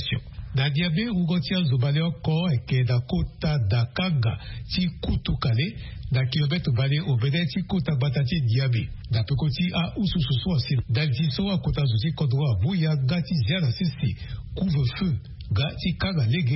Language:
Sango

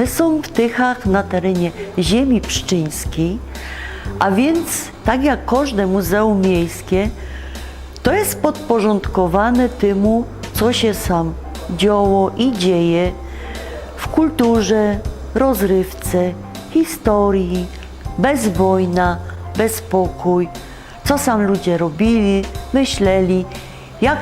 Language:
Silesian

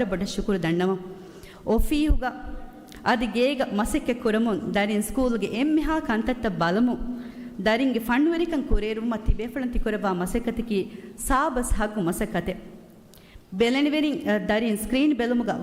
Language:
Divehi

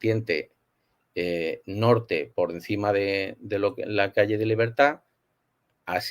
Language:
Ladino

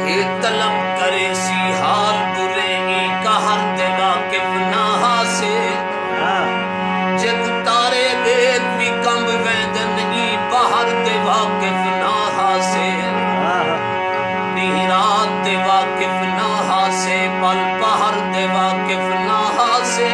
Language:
Saraiki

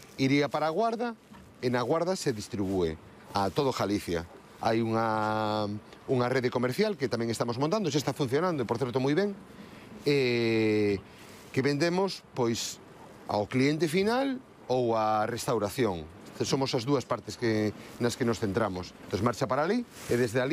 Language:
Galician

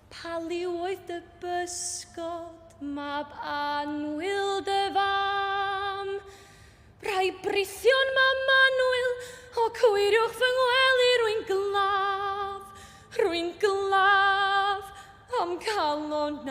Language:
Welsh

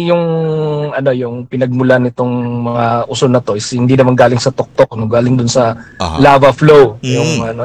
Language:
Filipino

